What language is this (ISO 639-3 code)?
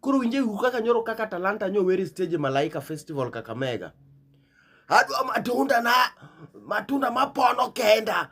luo